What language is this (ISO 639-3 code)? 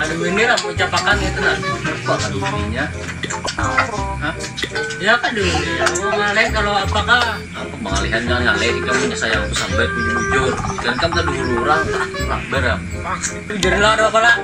bjn